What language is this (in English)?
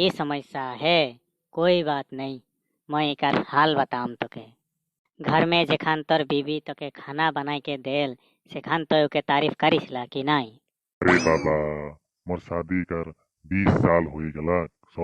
Sadri